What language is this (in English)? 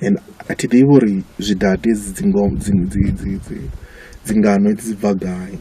Venda